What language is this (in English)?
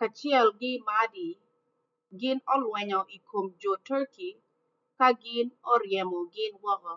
Acoli